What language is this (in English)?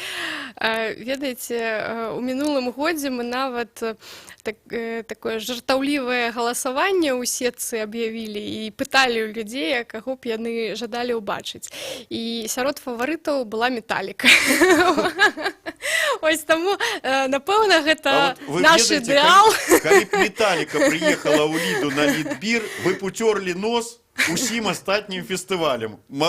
Belarusian